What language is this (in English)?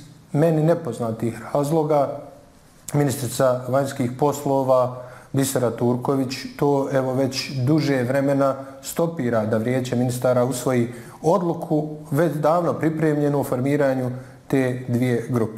Bosnian